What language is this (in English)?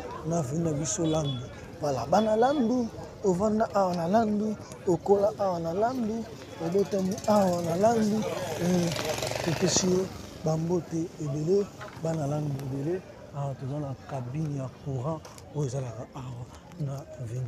Lingala